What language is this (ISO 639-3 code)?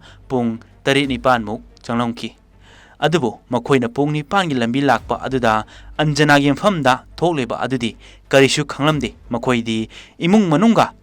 mni